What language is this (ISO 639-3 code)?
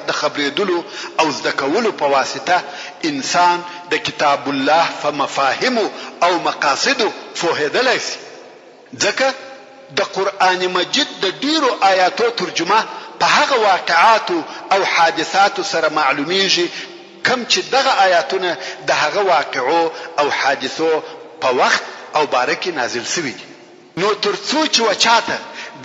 pus